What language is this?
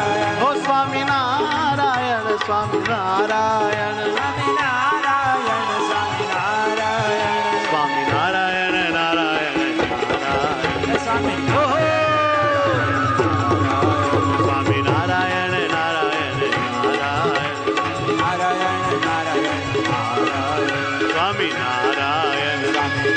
Gujarati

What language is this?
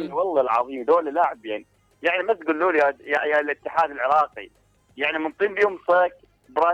Mesopotamian Arabic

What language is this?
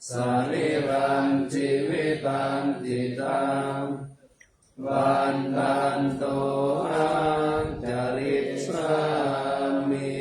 Pali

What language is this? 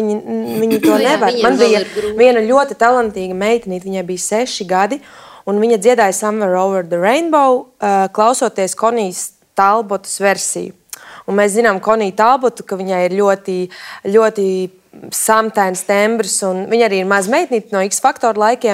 Latvian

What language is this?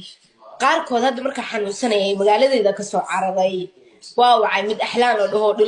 Somali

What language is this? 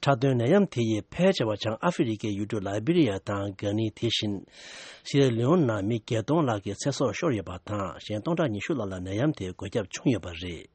Tibetan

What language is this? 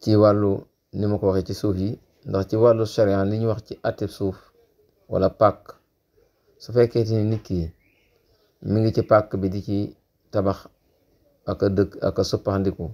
Wolof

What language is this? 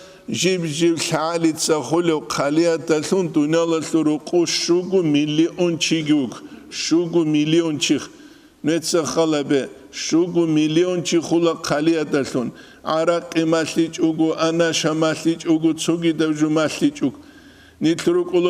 Avaric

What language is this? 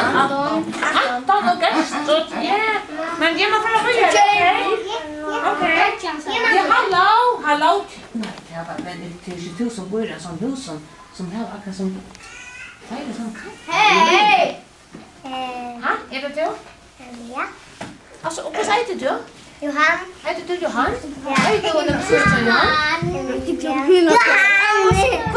Faroese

